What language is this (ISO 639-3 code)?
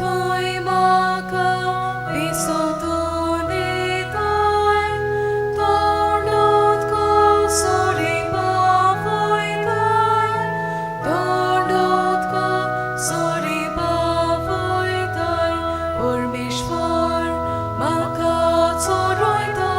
kok